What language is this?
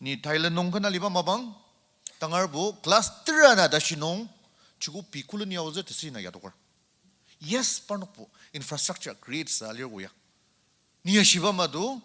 Ao Naga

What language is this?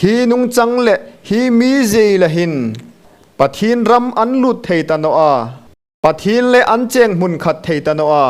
Hmar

